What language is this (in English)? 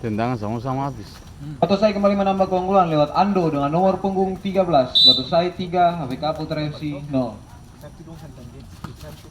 Ambonese Malay